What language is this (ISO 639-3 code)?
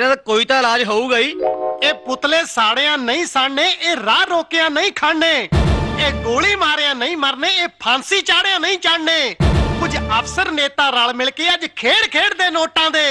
pan